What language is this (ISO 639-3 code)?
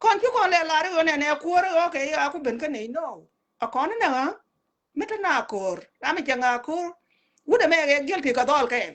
nus